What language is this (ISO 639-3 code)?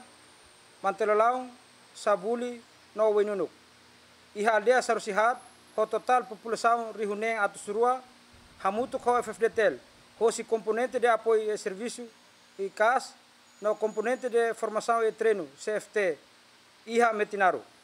tet